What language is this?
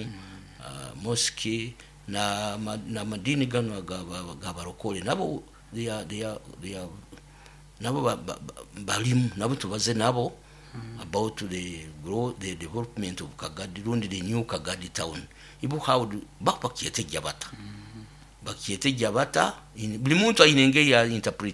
Nyoro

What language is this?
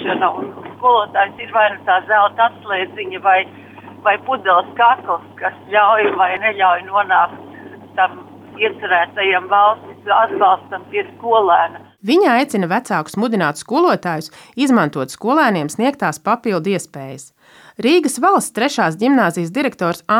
Latvian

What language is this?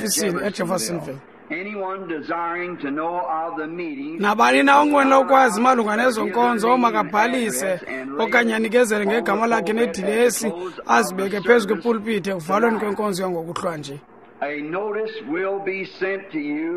Xhosa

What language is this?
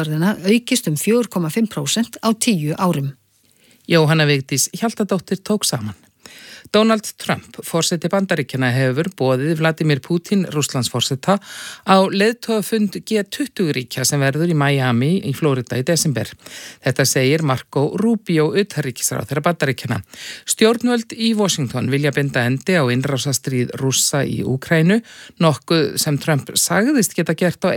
Icelandic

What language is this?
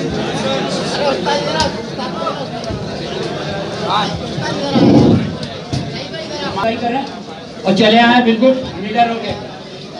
Hindi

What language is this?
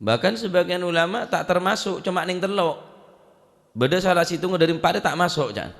Madurese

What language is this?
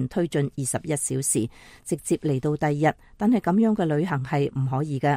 Cantonese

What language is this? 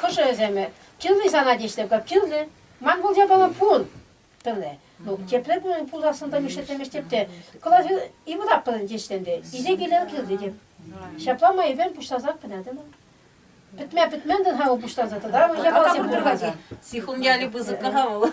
Chuvash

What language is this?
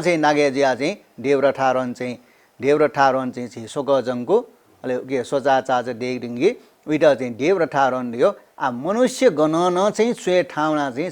Newari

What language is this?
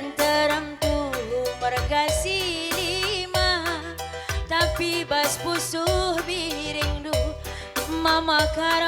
Batak Karo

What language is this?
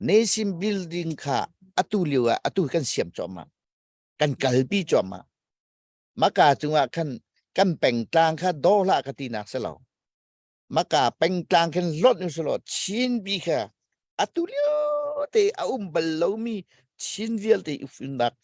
Hakha Chin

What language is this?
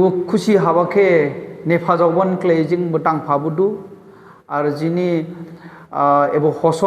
Dimasa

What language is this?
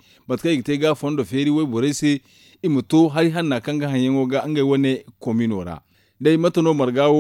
Zarma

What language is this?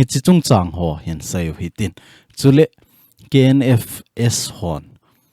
Thado Chin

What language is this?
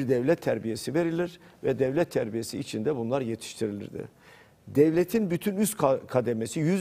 Turkish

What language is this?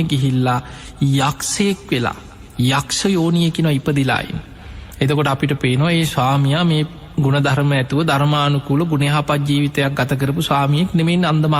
Sinhala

